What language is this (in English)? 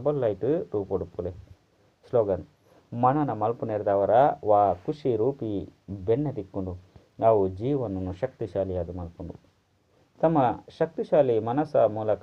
Tulu